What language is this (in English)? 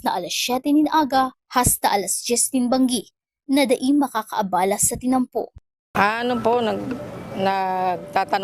Bikol